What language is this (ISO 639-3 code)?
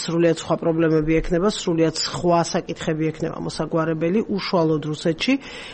kat